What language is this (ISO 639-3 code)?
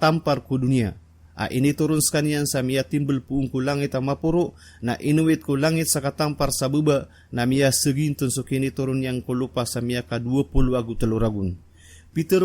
mrw